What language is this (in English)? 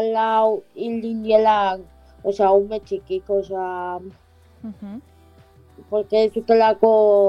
Basque